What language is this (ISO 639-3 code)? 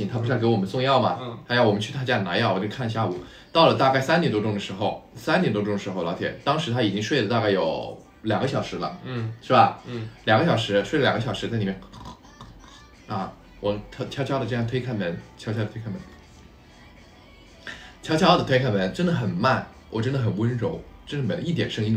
zho